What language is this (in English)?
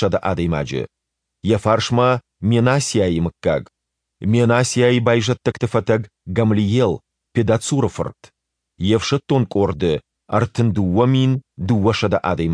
Ossetic